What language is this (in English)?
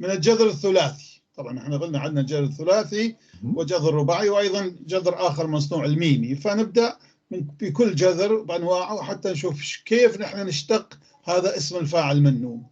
North Levantine Arabic